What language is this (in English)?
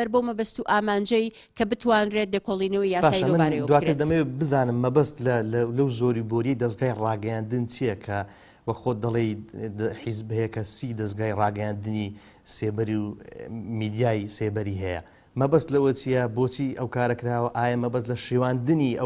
Central Kurdish